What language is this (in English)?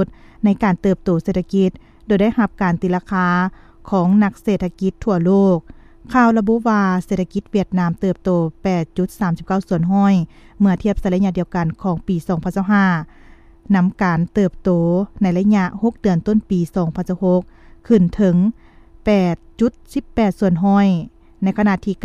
Lao